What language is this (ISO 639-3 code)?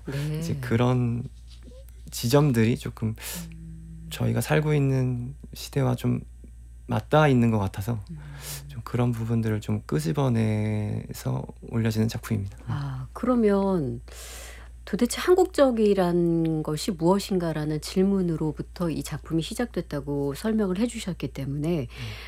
kor